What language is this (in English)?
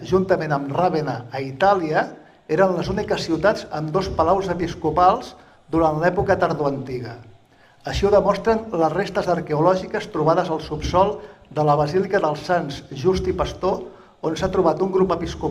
Catalan